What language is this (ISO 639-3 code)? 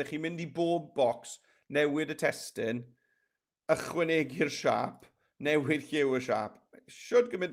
cym